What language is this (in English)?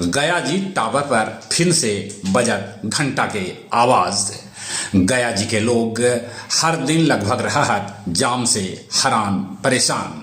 Magahi